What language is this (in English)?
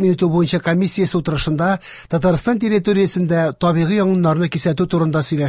Tatar